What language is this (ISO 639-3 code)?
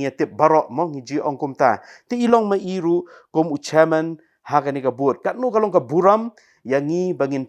kha